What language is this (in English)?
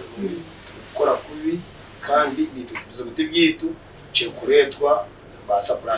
Nyankole